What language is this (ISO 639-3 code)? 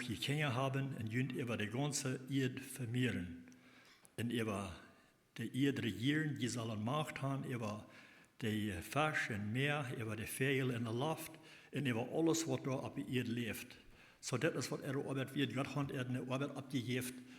pdt